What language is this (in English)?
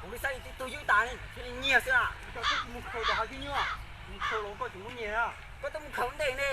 Hmong